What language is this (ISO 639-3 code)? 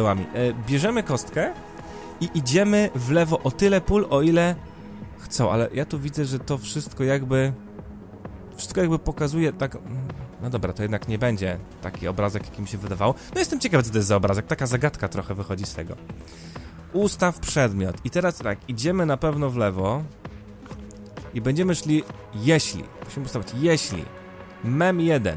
pol